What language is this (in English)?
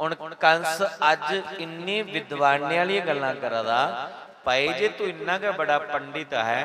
Dogri